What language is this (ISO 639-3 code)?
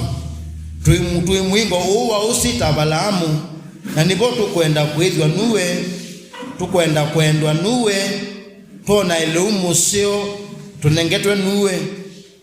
kam